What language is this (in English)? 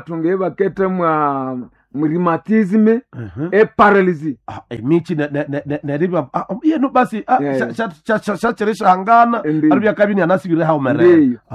Nande